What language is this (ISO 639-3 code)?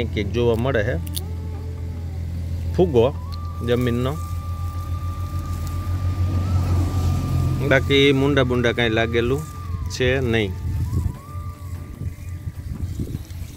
guj